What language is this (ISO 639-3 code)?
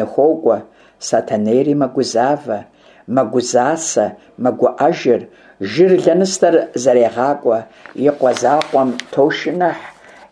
kbd